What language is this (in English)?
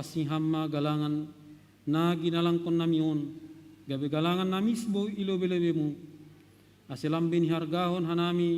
Batak Simalungun